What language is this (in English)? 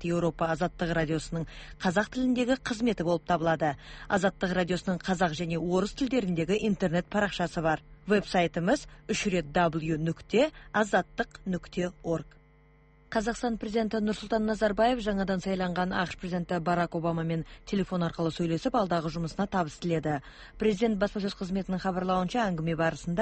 Kazakh